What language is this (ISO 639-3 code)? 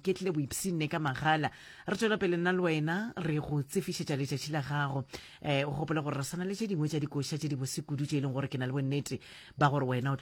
nso